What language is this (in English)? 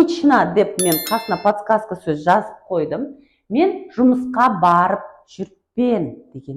Kara-Kalpak